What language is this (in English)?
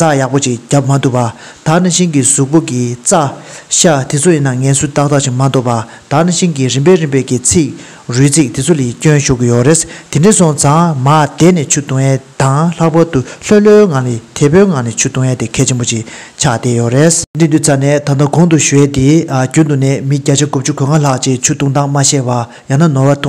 Tibetan